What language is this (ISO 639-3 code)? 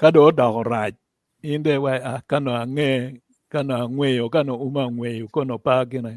ach